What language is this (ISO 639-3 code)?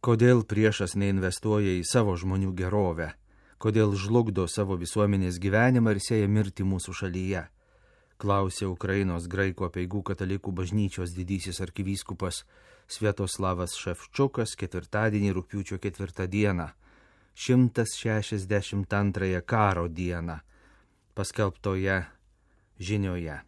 lit